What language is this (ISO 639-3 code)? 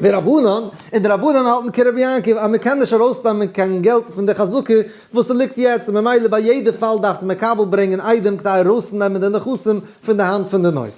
yid